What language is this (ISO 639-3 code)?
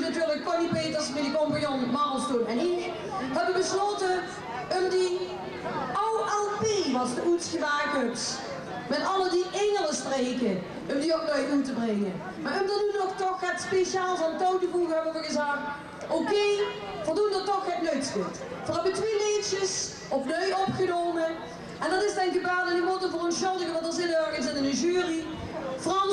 lim